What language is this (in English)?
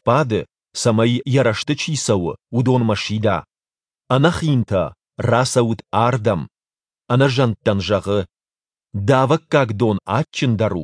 Ossetic